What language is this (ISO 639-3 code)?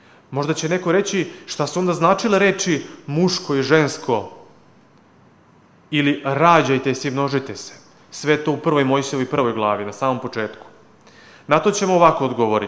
srp